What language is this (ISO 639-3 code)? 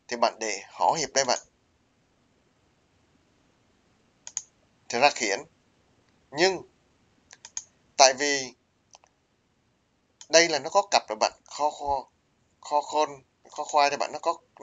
vie